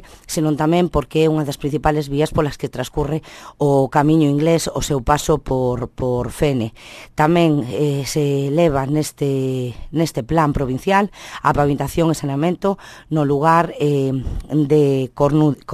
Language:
Galician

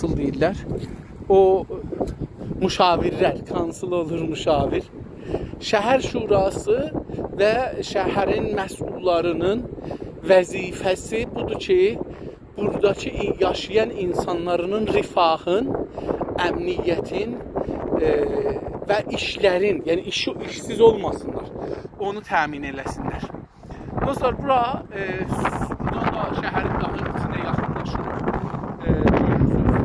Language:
South Azerbaijani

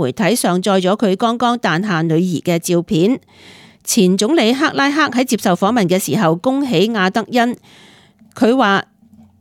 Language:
Cantonese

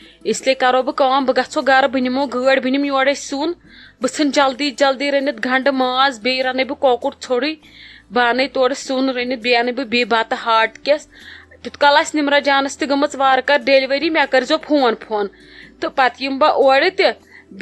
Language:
Kashmiri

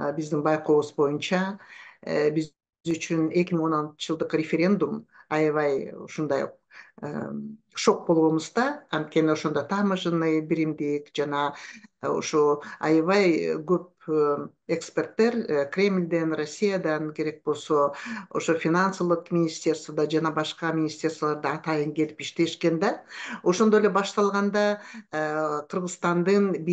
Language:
Kyrgyz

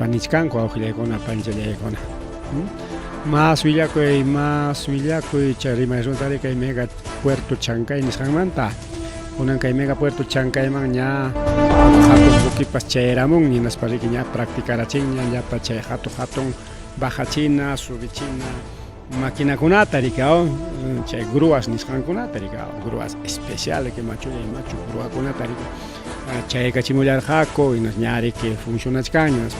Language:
Ayacucho Quechua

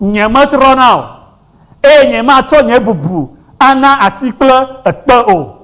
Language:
Ewe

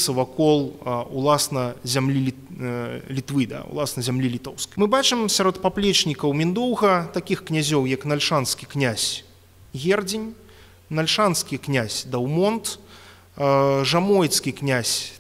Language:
Belarusian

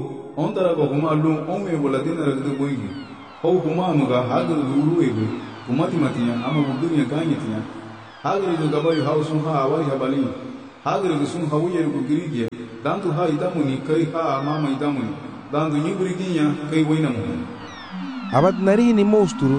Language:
Garifuna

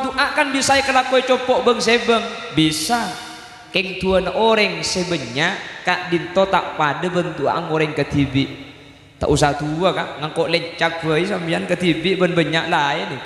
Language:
Madurese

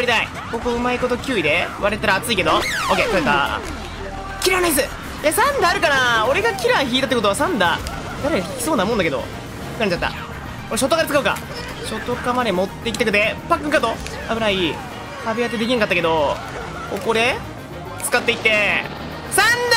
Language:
Japanese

